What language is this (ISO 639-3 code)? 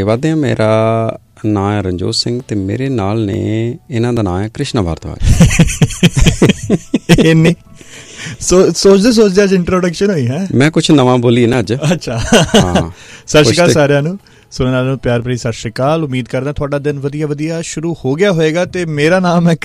pan